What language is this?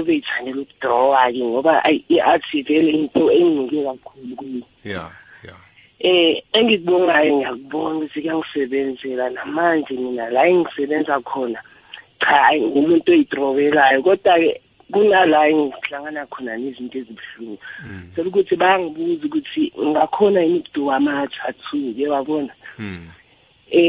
South Ndebele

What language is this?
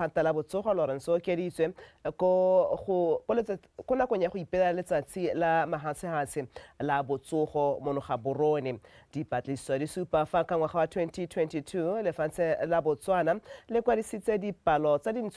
Tswana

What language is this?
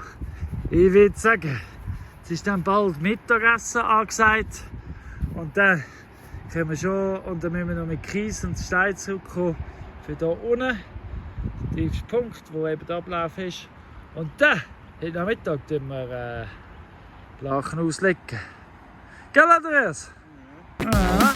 Swiss German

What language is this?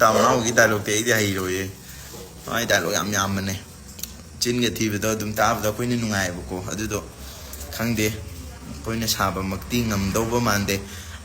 Manipuri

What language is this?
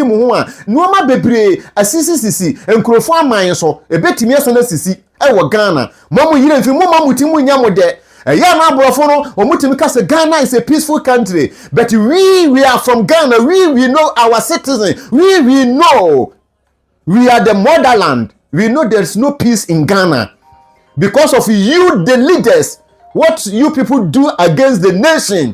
Akan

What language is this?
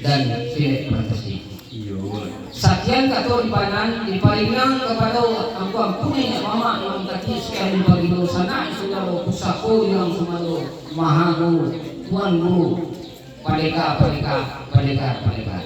Minangkabau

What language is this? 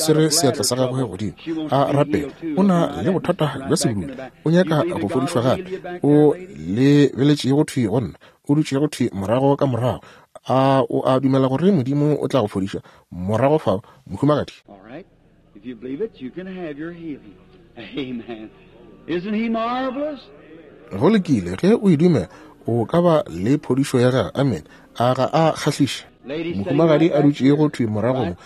Northern Sotho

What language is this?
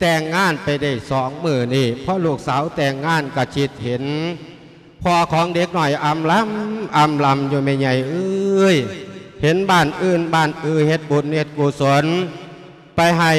Lao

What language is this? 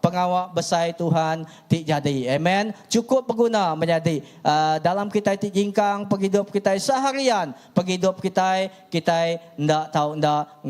Iban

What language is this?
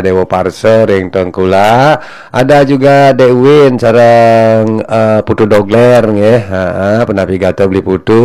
Balinese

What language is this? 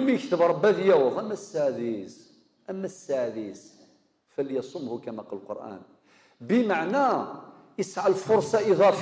Kabyle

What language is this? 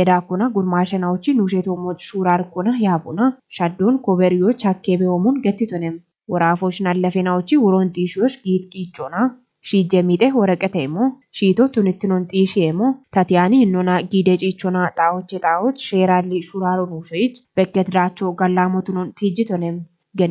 Kafa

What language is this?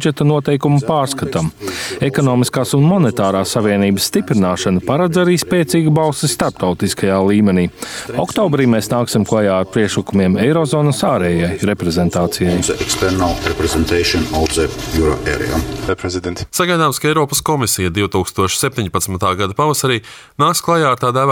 Latvian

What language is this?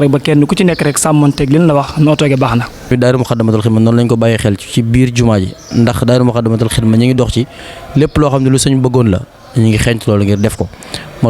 Wolof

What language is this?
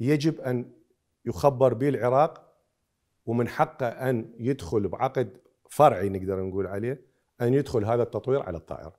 Mesopotamian Arabic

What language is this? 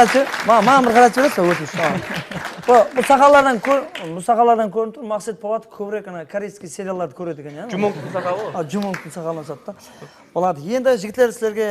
Kara-Kalpak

